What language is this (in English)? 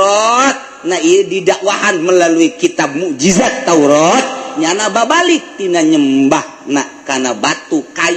Sundanese